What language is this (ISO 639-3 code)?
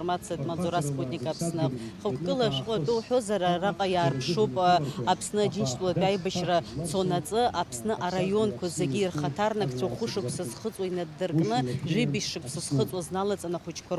abk